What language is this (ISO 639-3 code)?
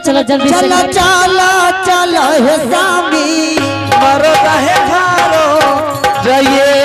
anp